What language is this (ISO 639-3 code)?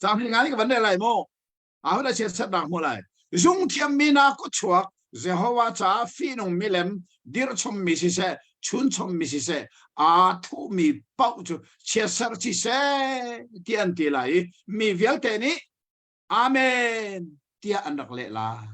cnh